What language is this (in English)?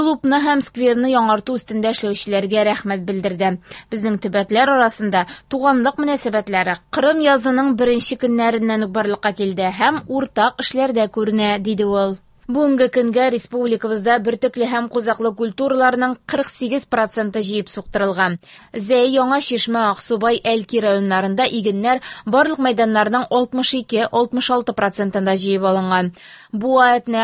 Tatar